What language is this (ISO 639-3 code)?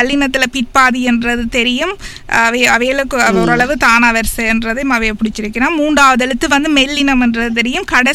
tam